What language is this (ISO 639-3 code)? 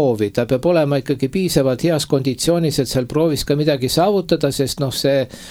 est